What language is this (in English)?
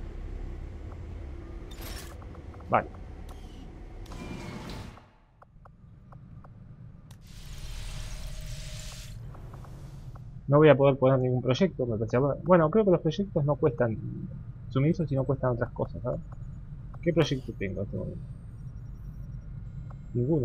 Spanish